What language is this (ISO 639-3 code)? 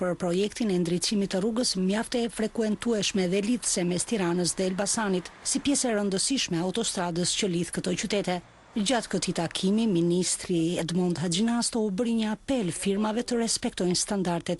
sqi